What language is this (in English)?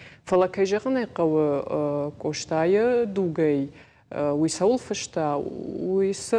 Ossetic